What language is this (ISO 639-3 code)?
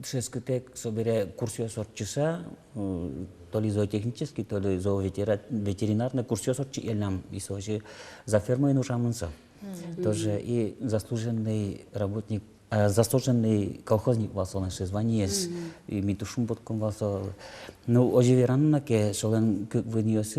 udm